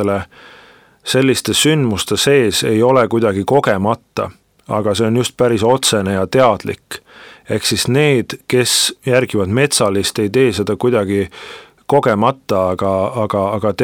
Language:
Estonian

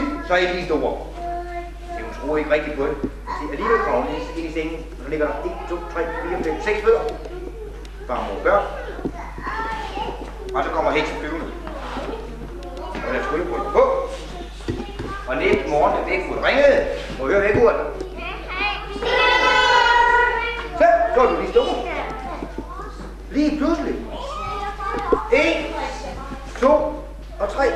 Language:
Danish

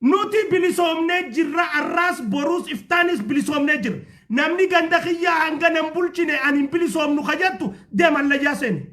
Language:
Oromo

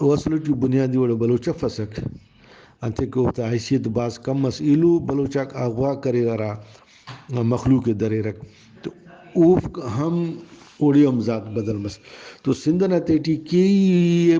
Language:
Brahui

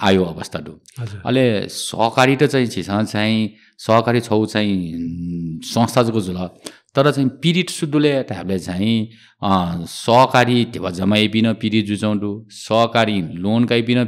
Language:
Newari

